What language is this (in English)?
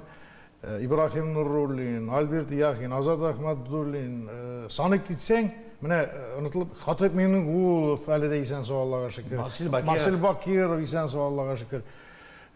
Tatar